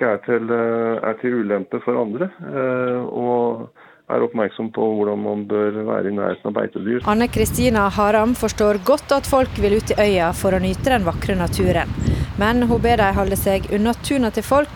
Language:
Norwegian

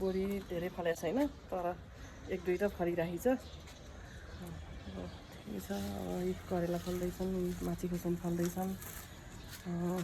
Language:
Nepali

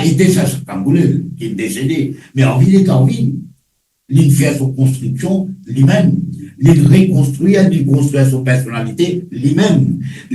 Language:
Morisyen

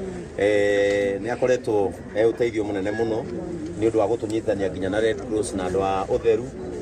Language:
Kikuyu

